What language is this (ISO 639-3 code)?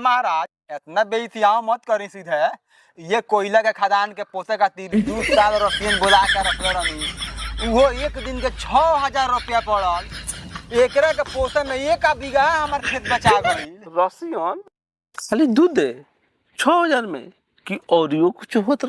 bho